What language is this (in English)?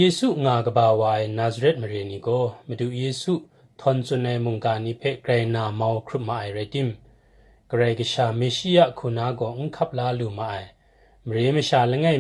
Kachin